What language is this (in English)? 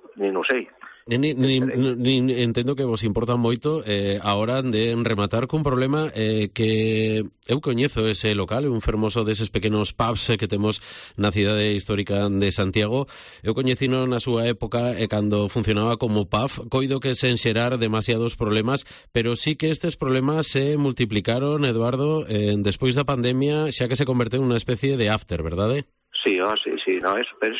Galician